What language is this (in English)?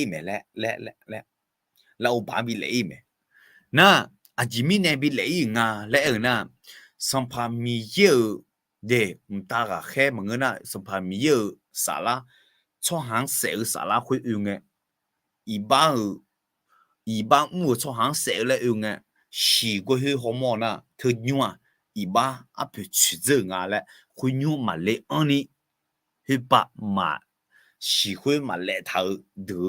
Akha